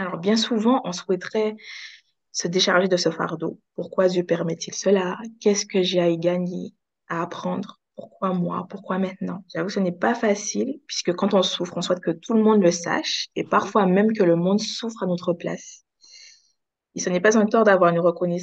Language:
French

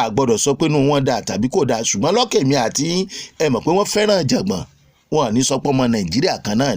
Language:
Yoruba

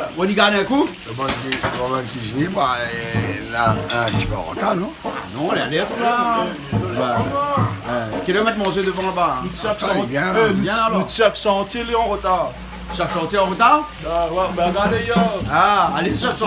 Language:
Réunion Creole French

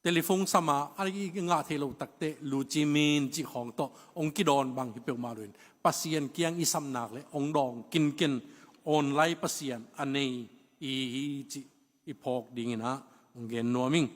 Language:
Tedim Chin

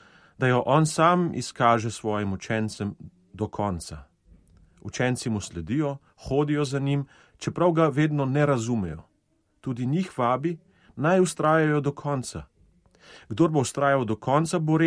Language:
Slovenian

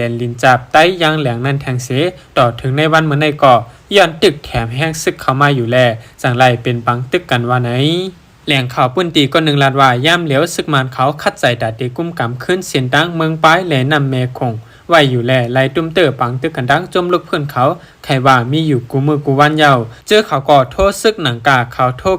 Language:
Shan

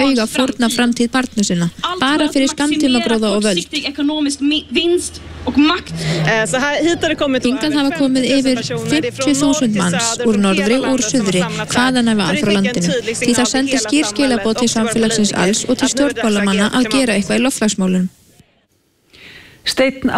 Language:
Icelandic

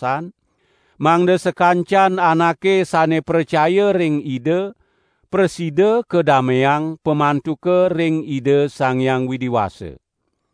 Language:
Balinese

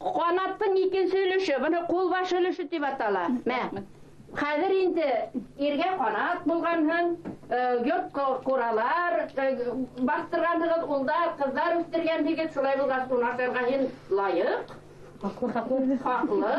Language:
Bashkir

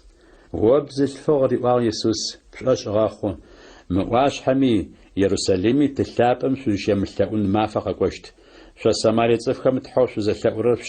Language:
Adyghe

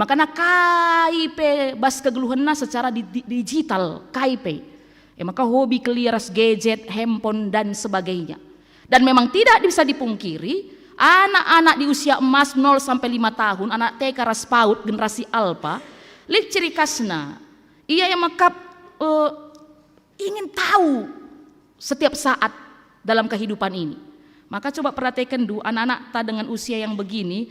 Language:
Batak Karo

